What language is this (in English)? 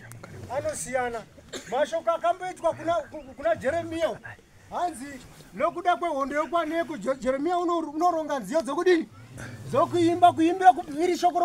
Shona